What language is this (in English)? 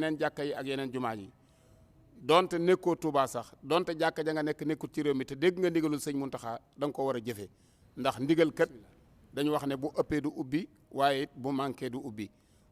Wolof